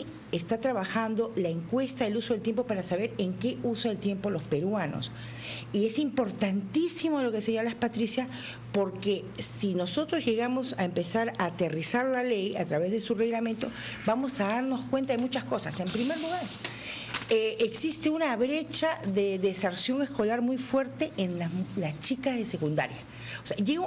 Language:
Spanish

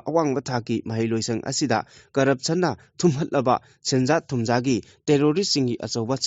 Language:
Manipuri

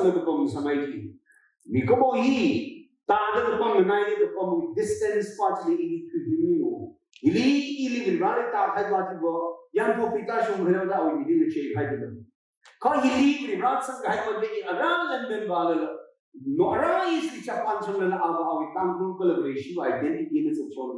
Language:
Tangkhul Naga (India)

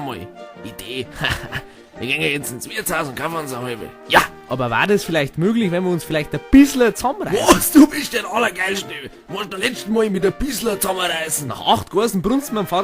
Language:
Bavarian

